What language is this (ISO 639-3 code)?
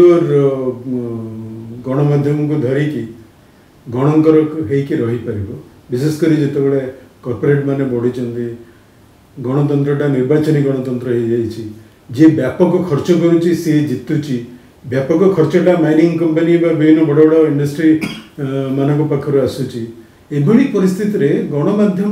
ori